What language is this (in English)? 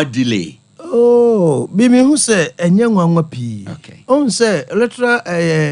Akan